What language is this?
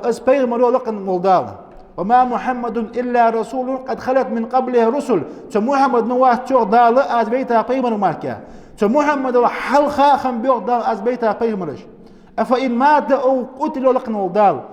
Ingush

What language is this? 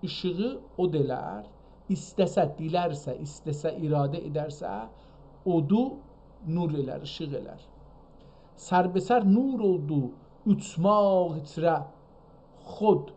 South Azerbaijani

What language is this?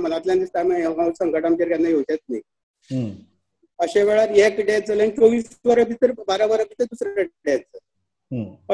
Konkani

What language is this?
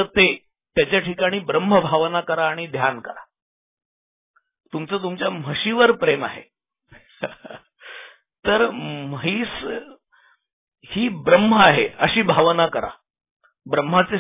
Marathi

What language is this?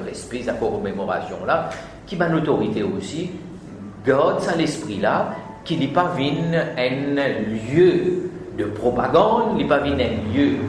Morisyen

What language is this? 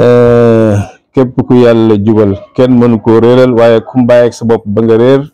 Wolof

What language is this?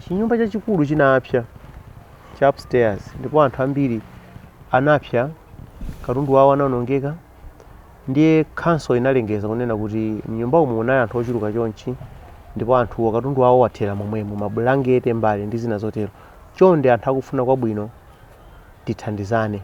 Nyanja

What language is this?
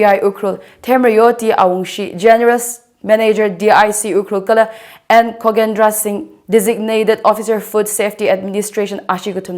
Tangkhul Naga (India)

